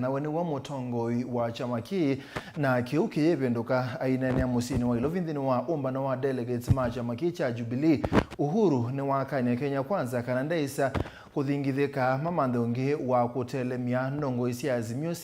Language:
Kamba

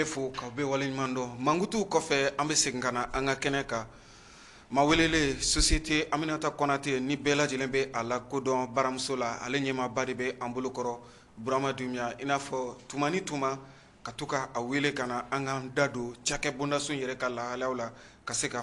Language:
Bambara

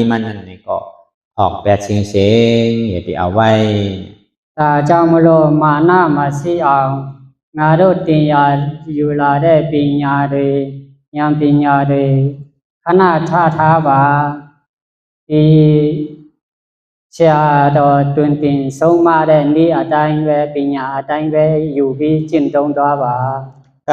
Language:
Shan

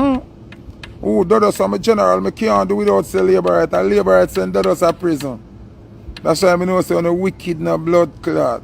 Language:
Jamaican Creole English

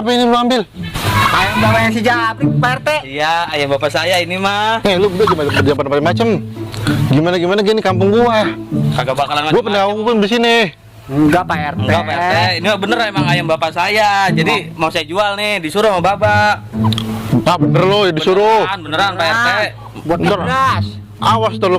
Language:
Betawi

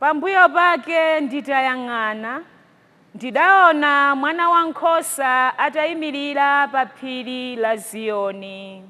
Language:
Nyanja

